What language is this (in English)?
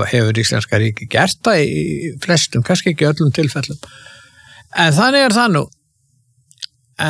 Icelandic